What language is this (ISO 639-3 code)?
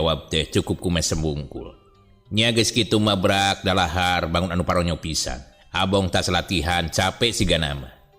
sun